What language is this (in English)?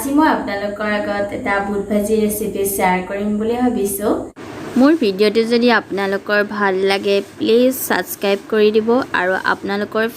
Assamese